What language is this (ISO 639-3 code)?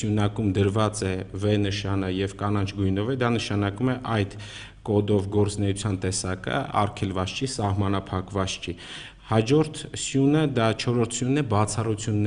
hye